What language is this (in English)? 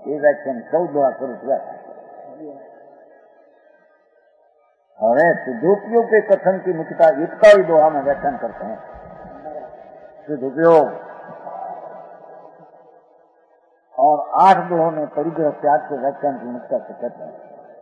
Gujarati